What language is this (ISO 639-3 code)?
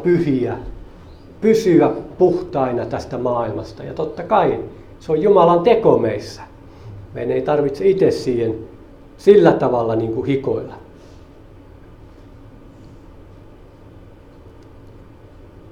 fin